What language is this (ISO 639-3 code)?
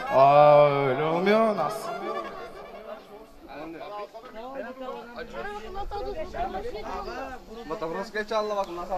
tur